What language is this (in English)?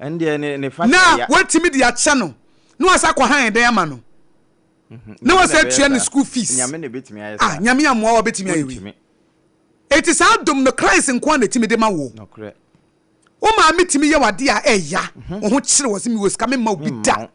Akan